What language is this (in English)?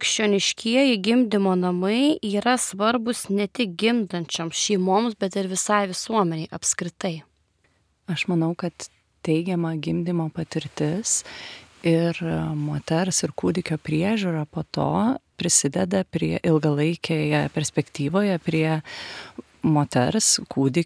Lithuanian